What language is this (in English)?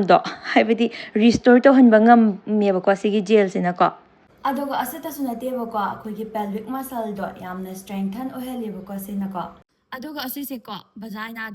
Manipuri